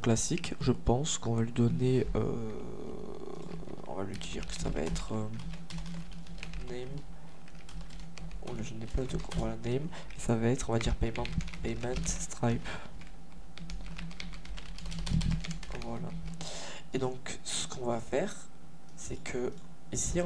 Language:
French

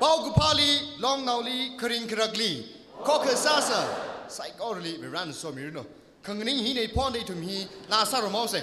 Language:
Tangkhul Naga (India)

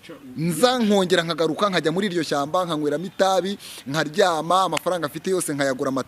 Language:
Kinyarwanda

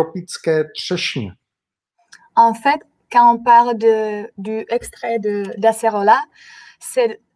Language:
Czech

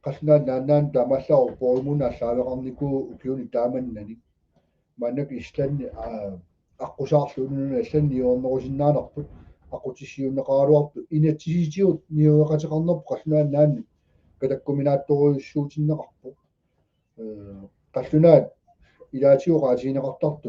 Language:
Kalaallisut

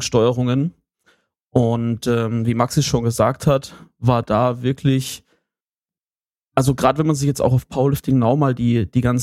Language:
German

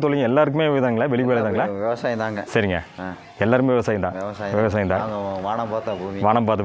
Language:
Tamil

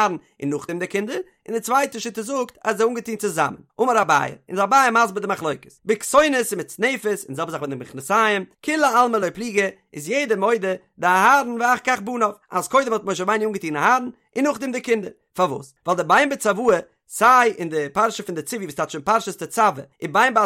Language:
Yiddish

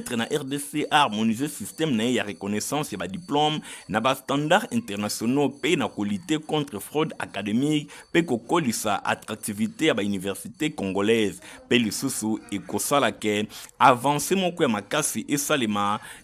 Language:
Lingala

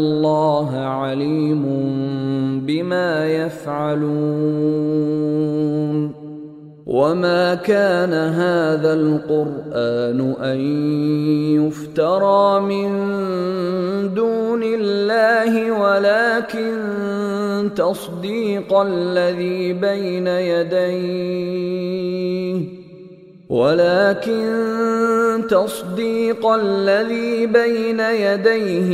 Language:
Arabic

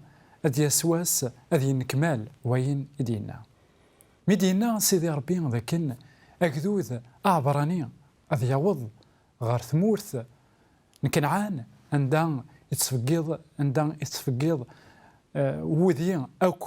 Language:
Kabyle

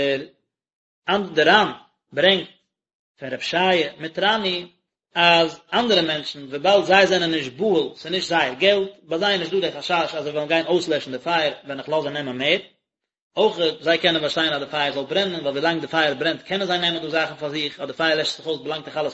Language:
Yiddish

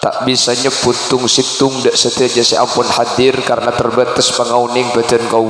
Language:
Madurese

